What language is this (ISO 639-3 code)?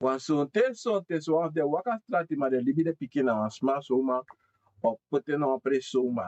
srn